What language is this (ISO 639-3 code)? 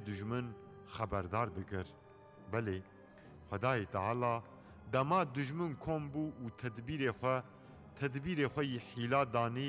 kur